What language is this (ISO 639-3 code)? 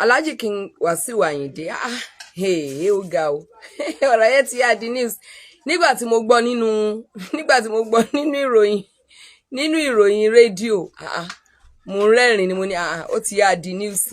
yor